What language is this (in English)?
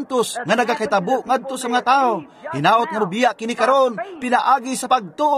Cebuano